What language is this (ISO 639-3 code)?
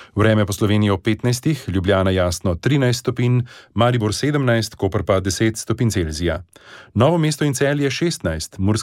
slv